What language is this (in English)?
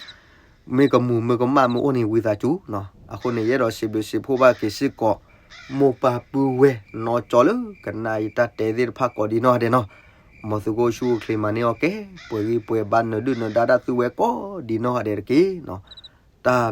S'gaw Karen